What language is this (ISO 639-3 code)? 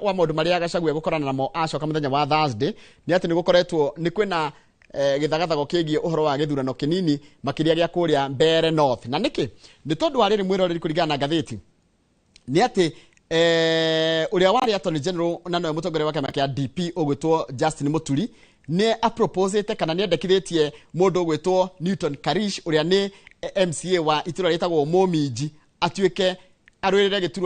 kik